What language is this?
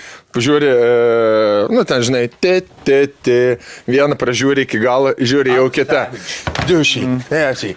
Lithuanian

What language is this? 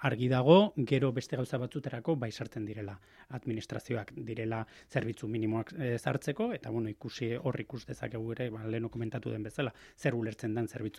Basque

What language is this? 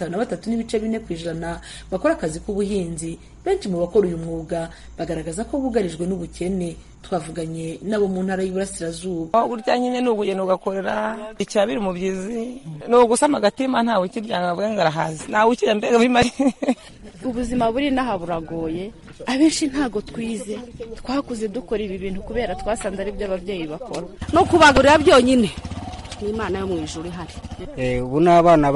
Kinyarwanda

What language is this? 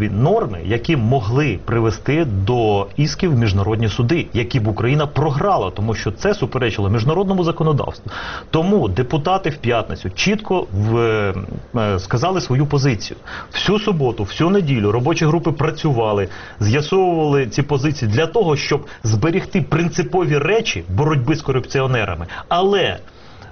Ukrainian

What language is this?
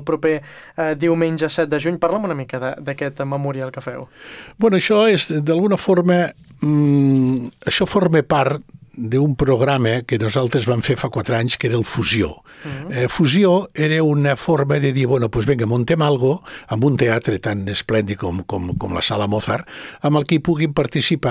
Catalan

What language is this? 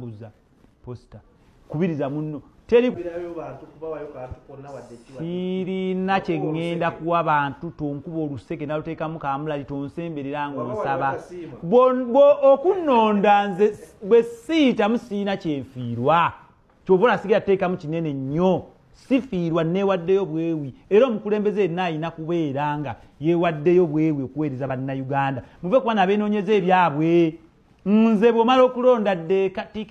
Ganda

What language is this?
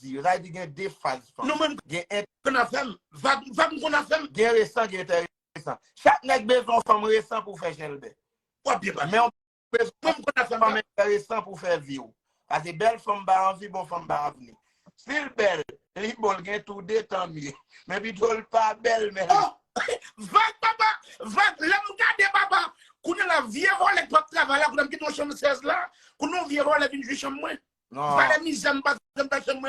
Haitian Creole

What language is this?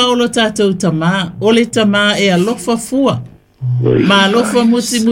Samoan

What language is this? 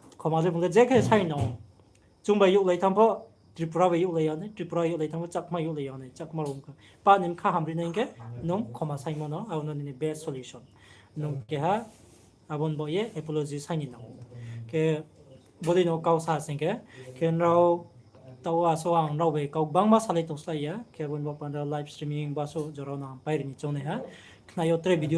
Riang (India)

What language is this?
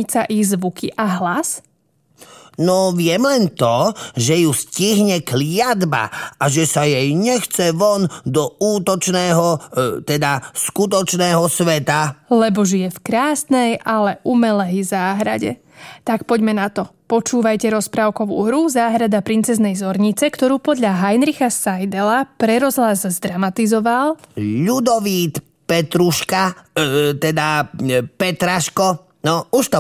Slovak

